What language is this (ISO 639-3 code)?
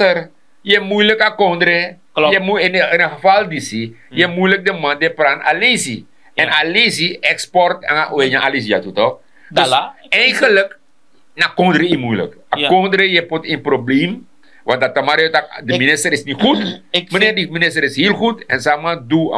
srn